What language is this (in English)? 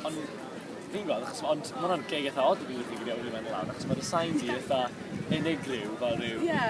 Welsh